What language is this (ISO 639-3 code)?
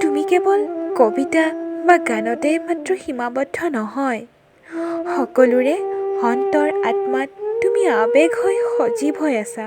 asm